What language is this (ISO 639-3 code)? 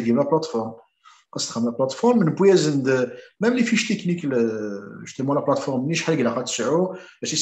kab